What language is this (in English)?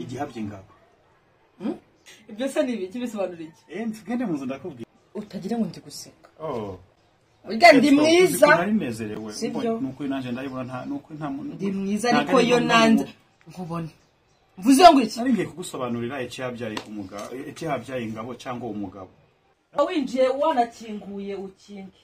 Kinyarwanda